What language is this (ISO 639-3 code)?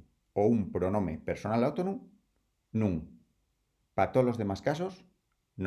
ast